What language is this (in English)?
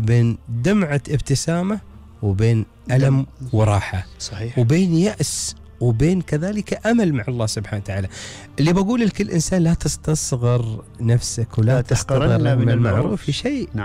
Gulf Arabic